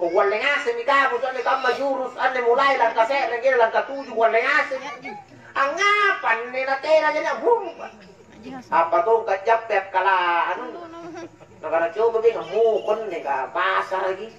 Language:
Makasar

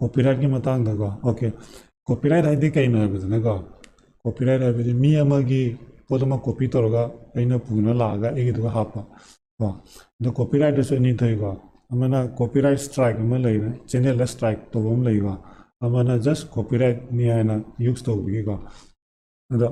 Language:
Manipuri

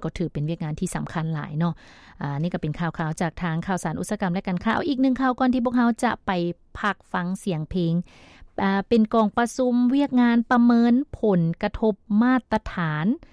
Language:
Lao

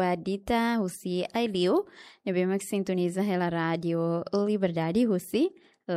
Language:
Tetum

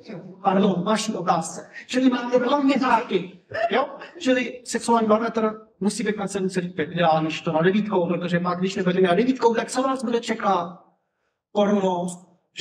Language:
Czech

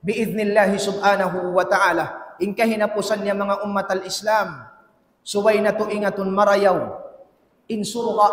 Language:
Tausug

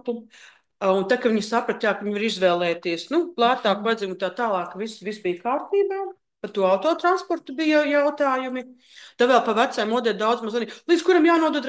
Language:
Latvian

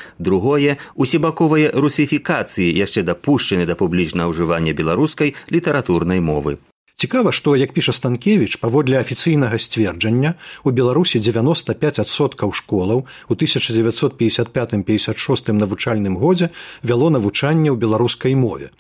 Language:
Belarusian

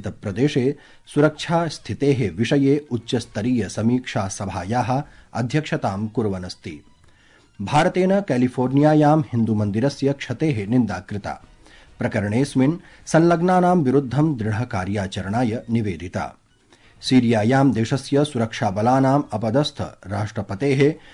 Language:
Sanskrit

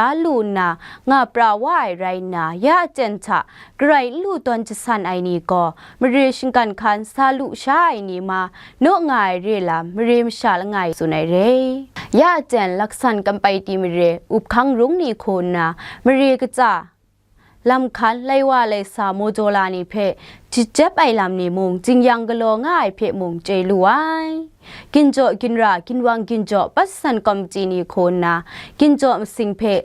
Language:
Kachin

